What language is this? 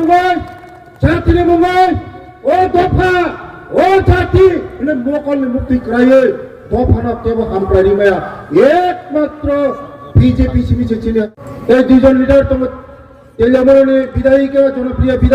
Kok Borok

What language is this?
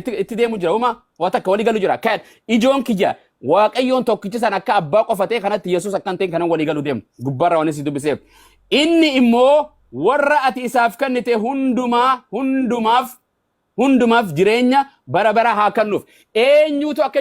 Oromo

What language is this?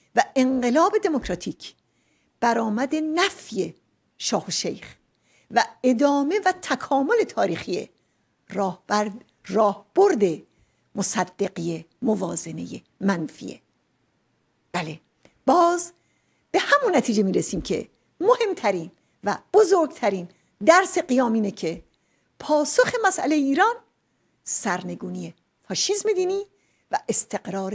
Persian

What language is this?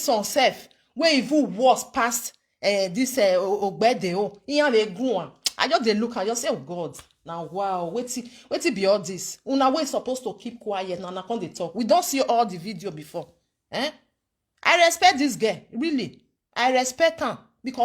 Nigerian Pidgin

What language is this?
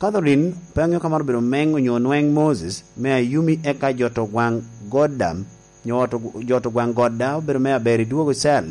Lango (Uganda)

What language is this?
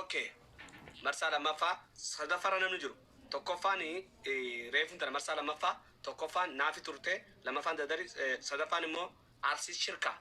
Oromo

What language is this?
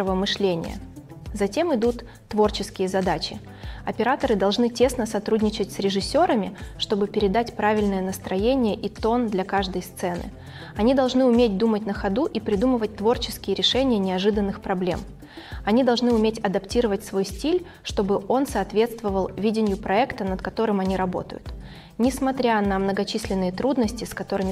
Russian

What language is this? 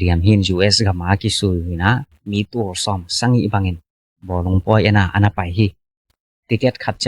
Tedim Chin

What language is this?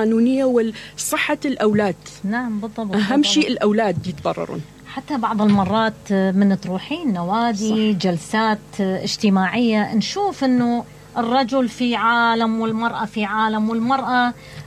Mesopotamian Arabic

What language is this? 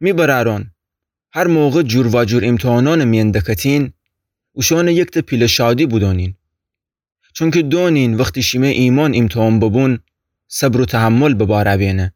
Gilaki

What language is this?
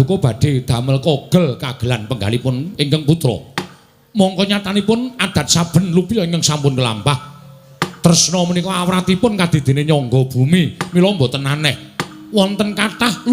Javanese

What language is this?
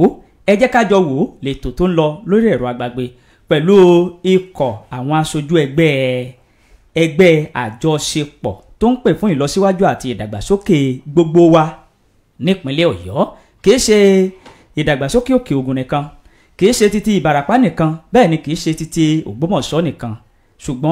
Yoruba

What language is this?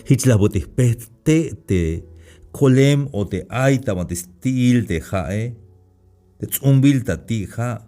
Tzeltal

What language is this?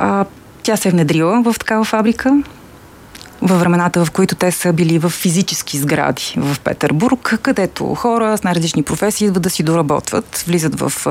Bulgarian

